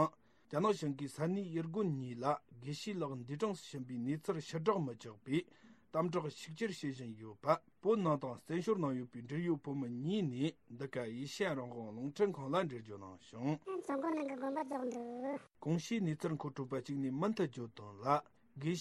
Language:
Tibetan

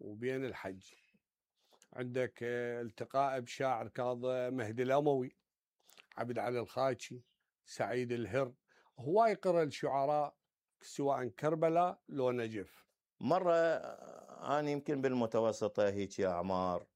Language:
Mesopotamian Arabic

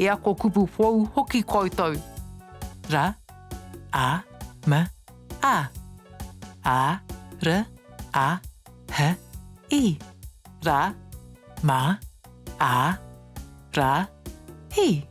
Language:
Māori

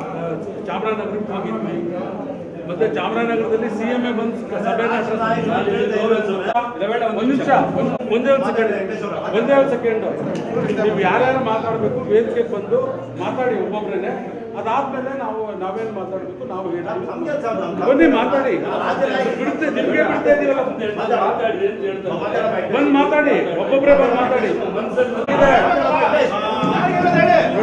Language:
Kannada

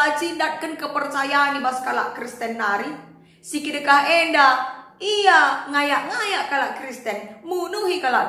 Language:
Batak Karo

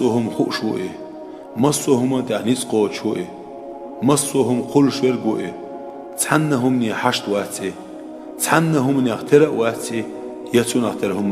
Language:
Chechen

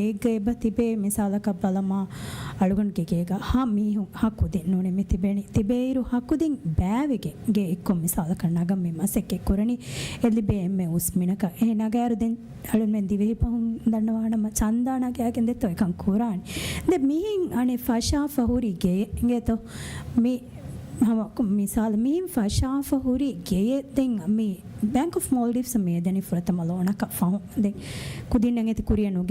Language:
Divehi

